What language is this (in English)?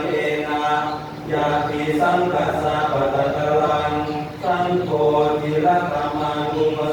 Pali